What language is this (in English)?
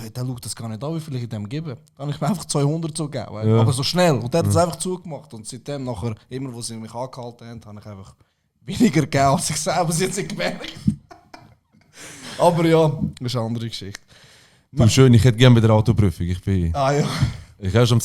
Swiss German